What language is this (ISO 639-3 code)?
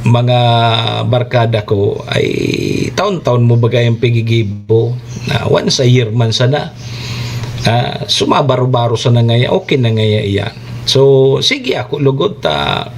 bik